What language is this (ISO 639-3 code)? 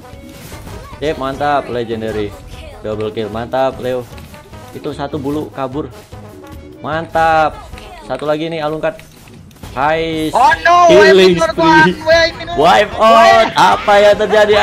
ind